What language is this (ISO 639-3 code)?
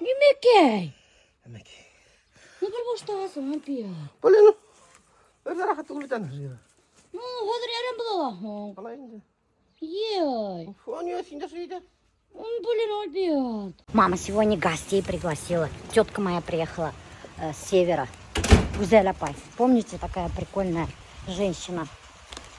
bak